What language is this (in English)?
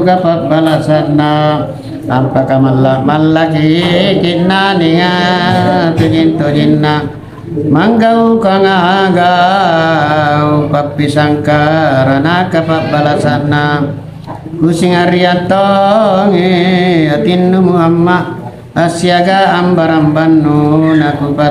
Makasar